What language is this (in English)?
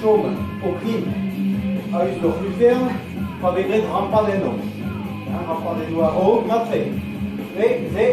Breton